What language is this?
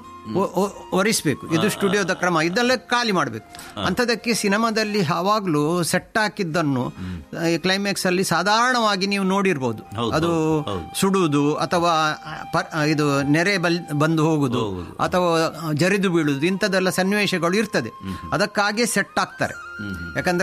Kannada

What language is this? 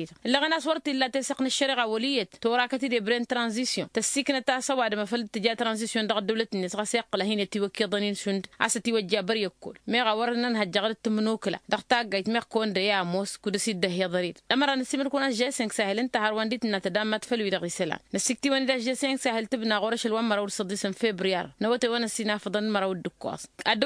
Tamasheq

